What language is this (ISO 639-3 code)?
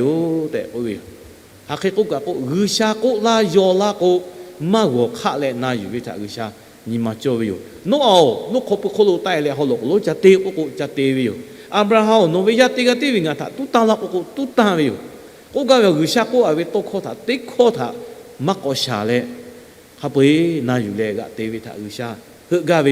lhu